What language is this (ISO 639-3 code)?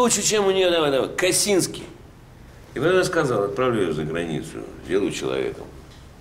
rus